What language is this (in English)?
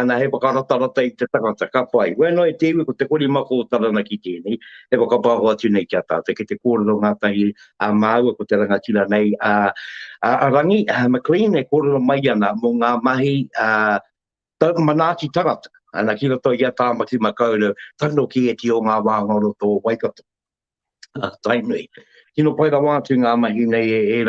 Māori